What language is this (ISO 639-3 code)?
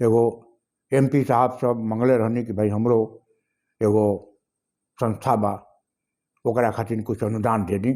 bho